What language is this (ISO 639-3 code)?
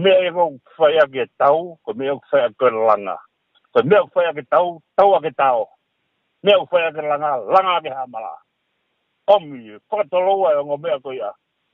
ton